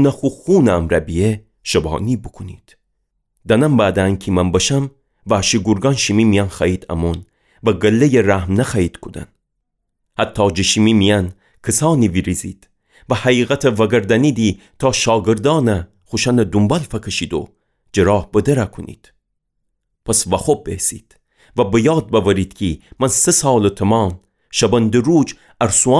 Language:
Gilaki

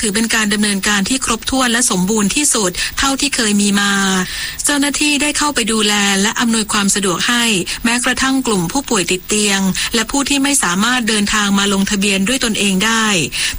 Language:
Thai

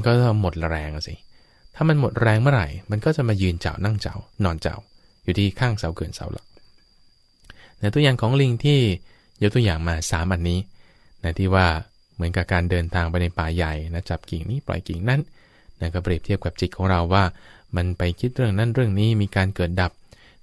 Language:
Thai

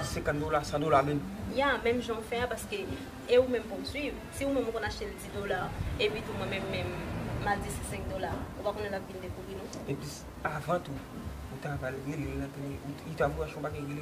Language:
Haitian Creole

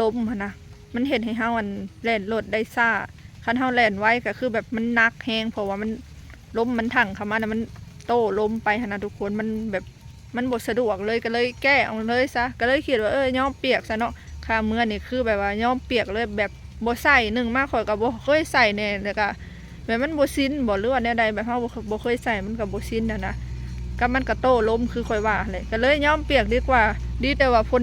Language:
Lao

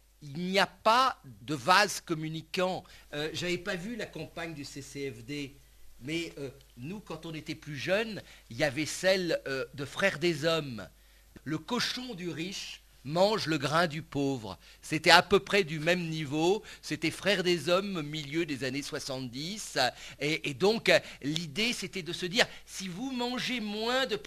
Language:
French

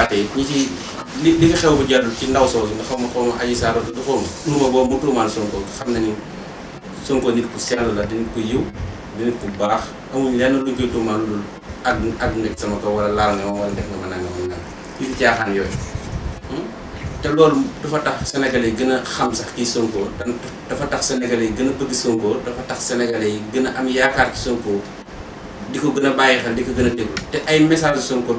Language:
Wolof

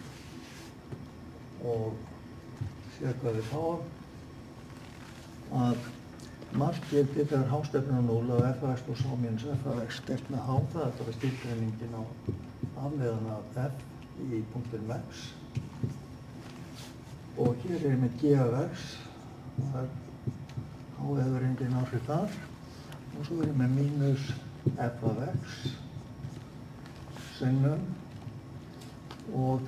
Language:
Icelandic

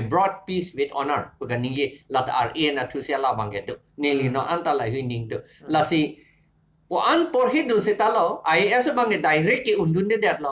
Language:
Karbi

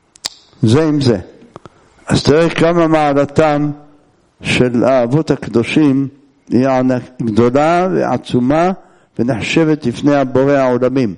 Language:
Hebrew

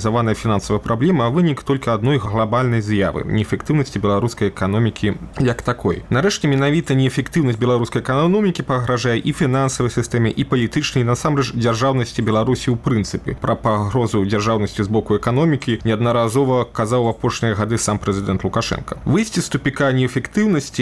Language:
Belarusian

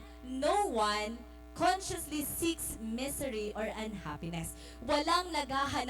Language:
Waray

